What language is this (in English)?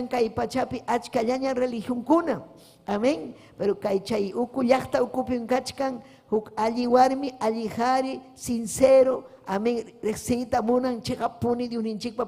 Ayacucho Quechua